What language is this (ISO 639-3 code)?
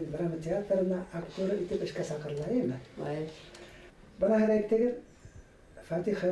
bak